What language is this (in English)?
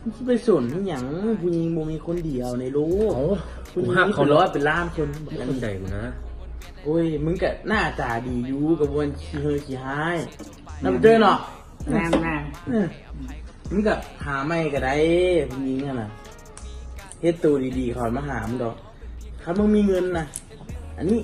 Lao